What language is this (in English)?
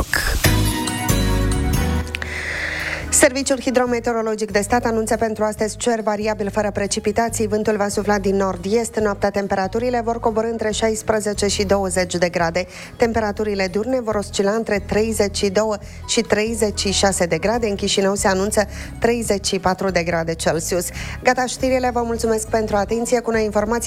Romanian